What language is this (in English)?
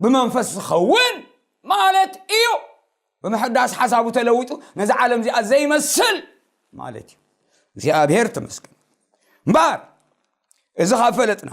Tigrinya